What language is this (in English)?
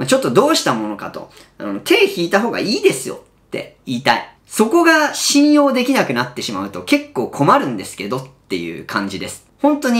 Japanese